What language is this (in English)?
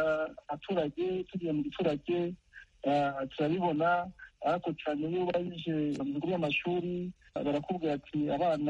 Kinyarwanda